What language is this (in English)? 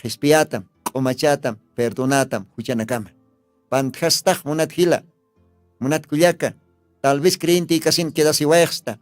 Aymara